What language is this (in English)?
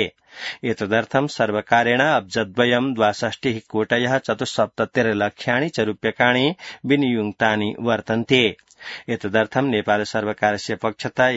Sanskrit